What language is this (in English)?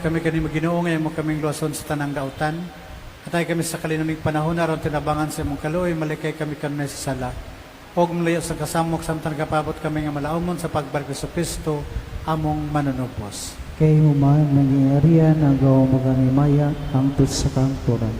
Cebuano